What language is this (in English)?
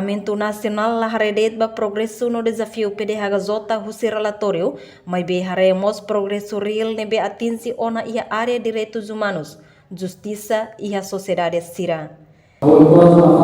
Tetum